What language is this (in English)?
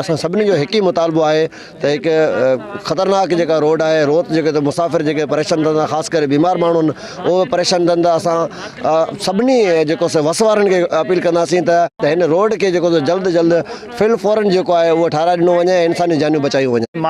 Sindhi